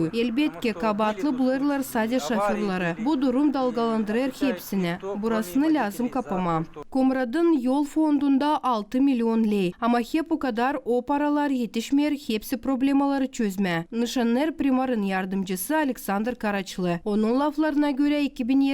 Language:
Gagauz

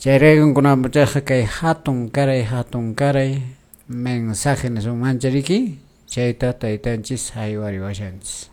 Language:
Quechua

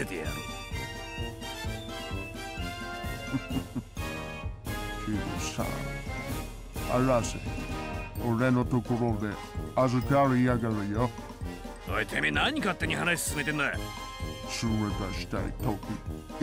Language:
Japanese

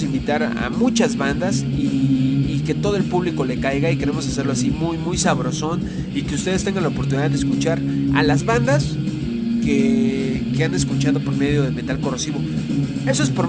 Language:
Spanish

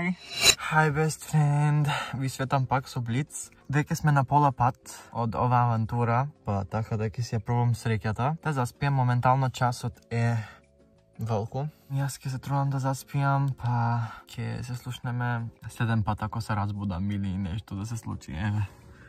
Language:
Macedonian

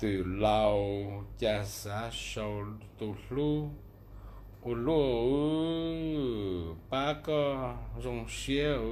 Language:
Hmong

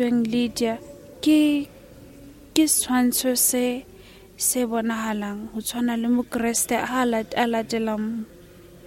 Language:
Southern Sotho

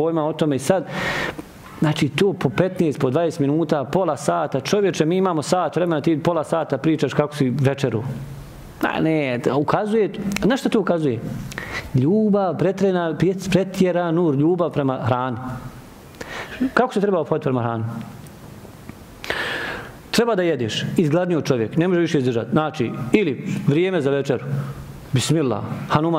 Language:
Bosnian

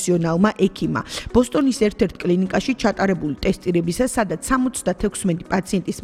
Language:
Georgian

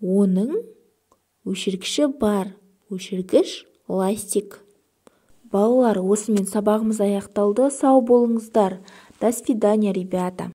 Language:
Kazakh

